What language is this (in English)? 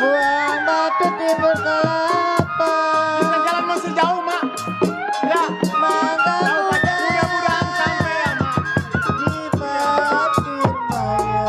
Betawi